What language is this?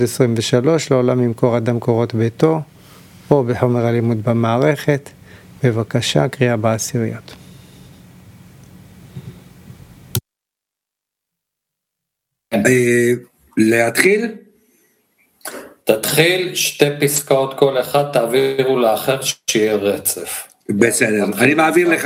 Hebrew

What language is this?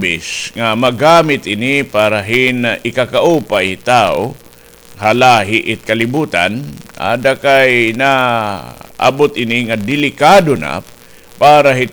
Waray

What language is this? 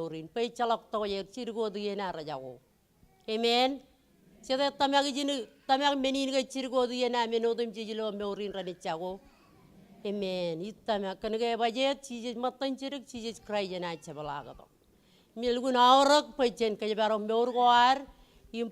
Marshallese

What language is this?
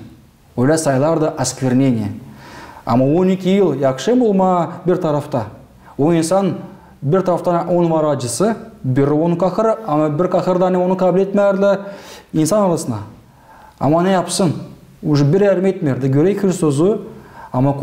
Gagauz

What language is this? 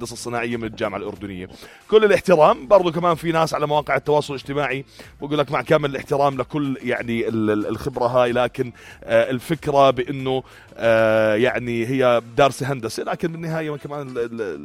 North Levantine Arabic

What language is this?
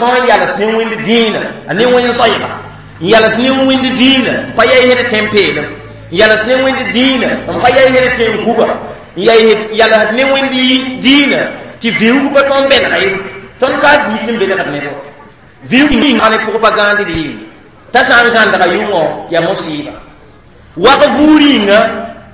Mossi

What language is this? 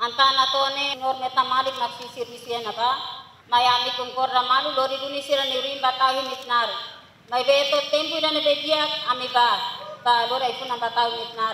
Tetum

